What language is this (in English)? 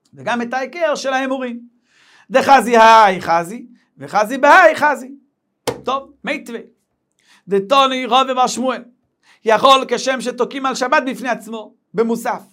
Hebrew